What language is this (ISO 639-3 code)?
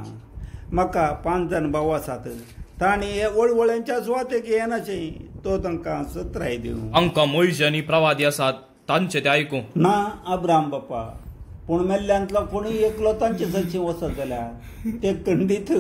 kok